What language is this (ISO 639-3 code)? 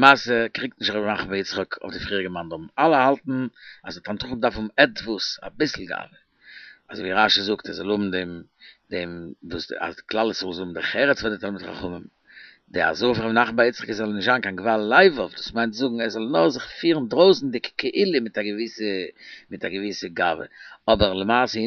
yid